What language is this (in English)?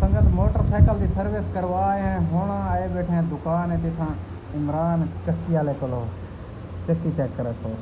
Saraiki